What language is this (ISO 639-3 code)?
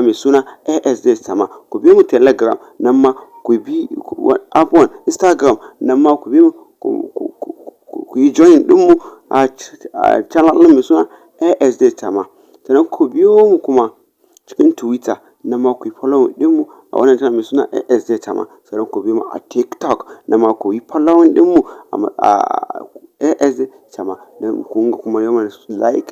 hau